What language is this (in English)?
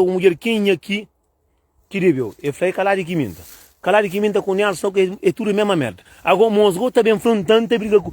Kabuverdianu